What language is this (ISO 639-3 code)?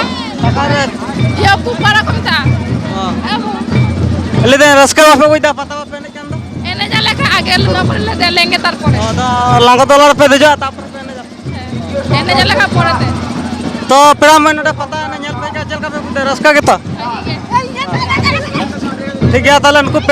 sat